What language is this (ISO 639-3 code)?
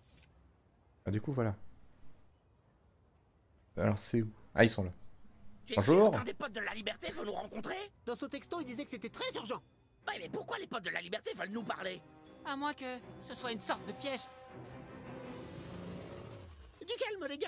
fra